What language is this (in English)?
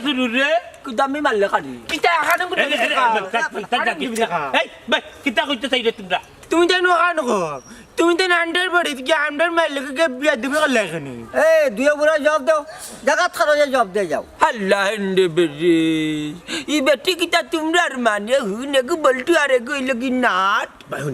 Sylheti